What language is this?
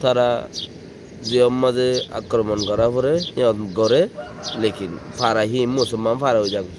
Rohingya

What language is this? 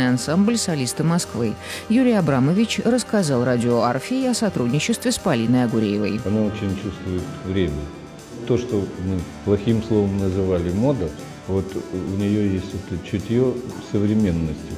Russian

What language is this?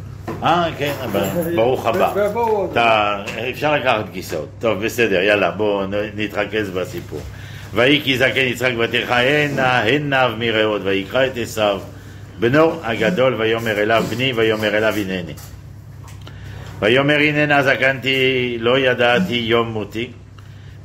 Hebrew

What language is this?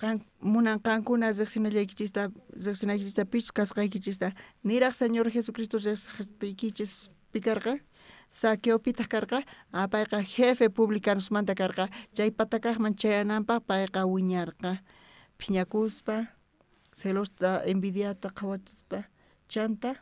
South Bolivian Quechua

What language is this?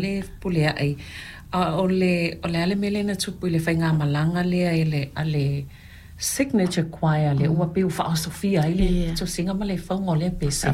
Samoan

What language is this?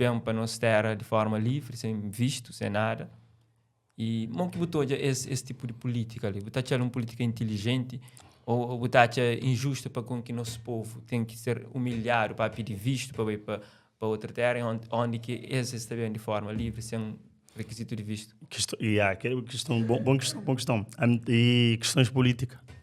Kabuverdianu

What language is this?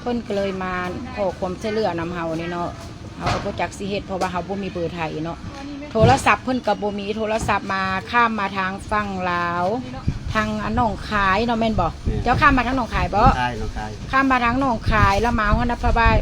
Lao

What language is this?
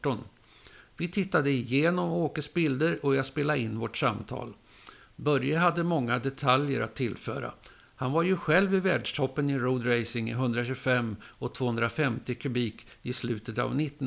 Swedish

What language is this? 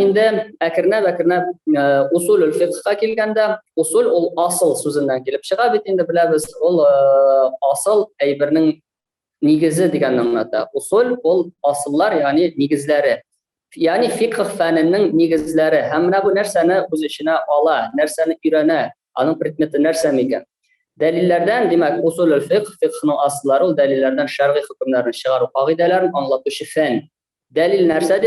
Tatar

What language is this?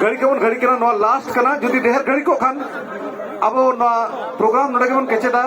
Santali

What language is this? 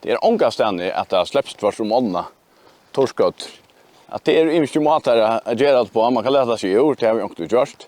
Faroese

